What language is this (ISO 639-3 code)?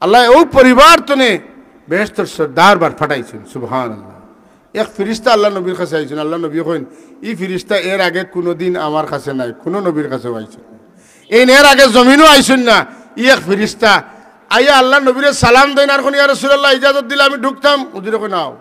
syl